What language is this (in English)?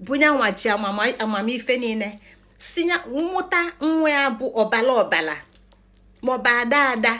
Igbo